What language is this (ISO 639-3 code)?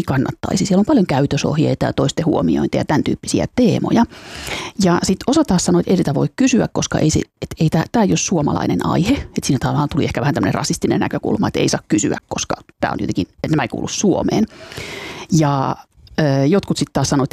fin